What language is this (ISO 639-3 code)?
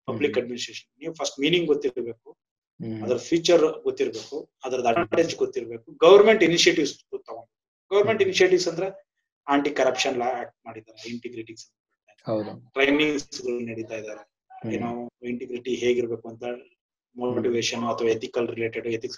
kan